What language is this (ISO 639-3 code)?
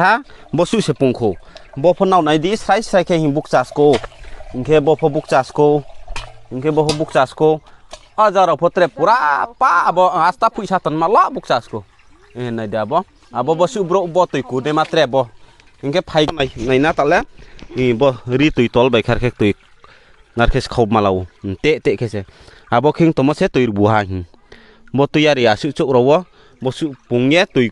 ria